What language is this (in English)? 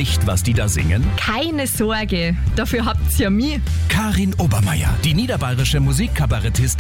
German